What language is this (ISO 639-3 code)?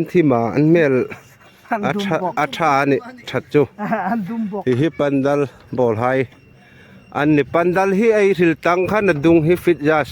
hmr